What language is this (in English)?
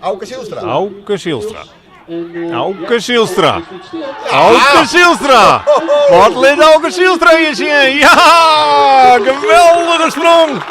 Western Frisian